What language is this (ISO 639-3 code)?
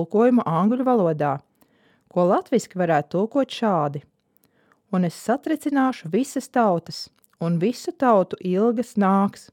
lav